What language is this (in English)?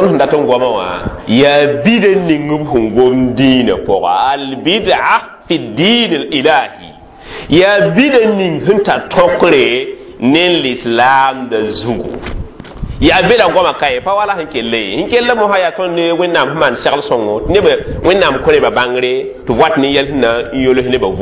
Mossi